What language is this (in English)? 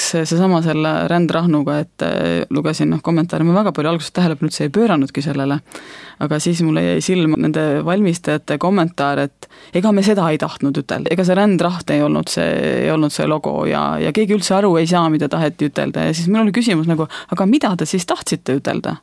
Estonian